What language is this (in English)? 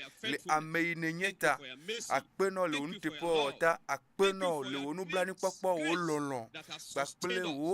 Ewe